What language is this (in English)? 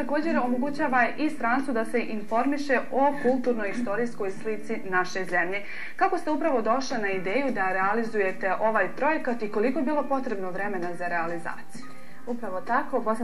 Bosnian